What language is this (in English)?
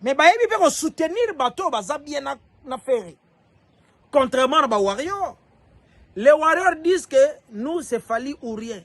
Lingala